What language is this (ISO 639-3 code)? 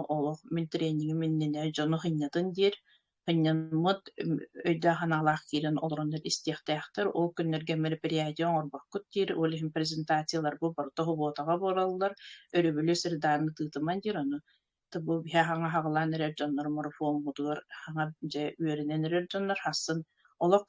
sah